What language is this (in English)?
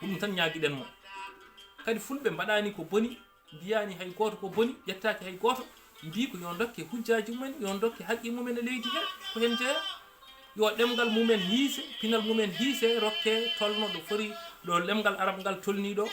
Fula